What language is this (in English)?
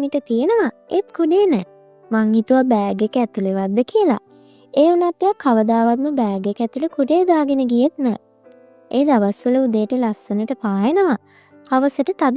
Sinhala